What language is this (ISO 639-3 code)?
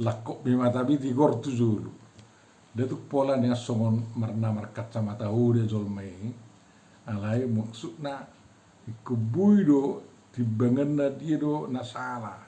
bbc